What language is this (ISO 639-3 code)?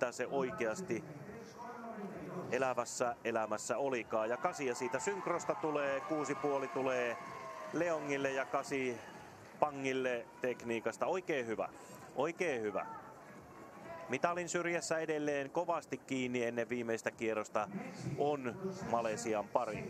fin